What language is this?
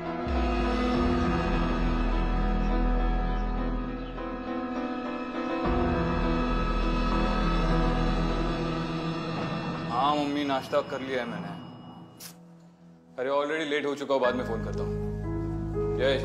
Hindi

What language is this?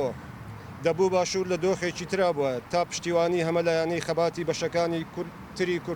Central Kurdish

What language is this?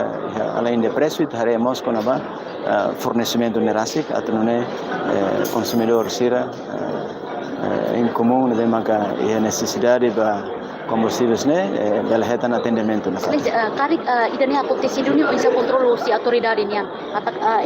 Tetum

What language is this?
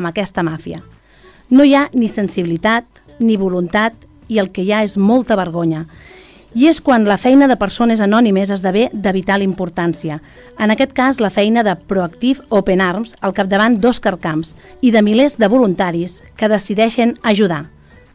Catalan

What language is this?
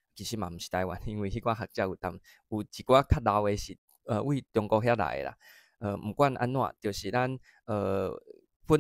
Min Nan Chinese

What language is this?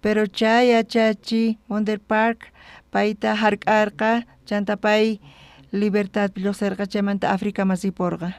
South Bolivian Quechua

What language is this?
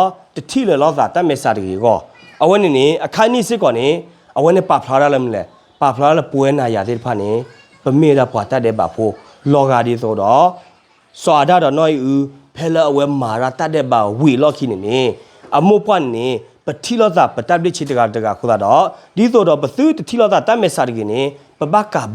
S'gaw Karen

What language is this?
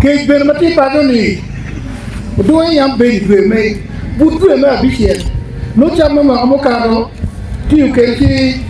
Acoli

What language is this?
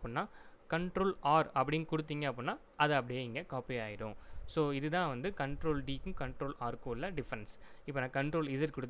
Tamil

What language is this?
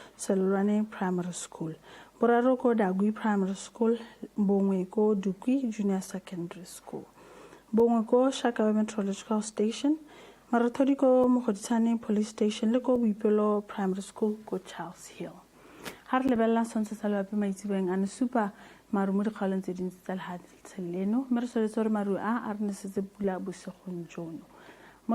Tswana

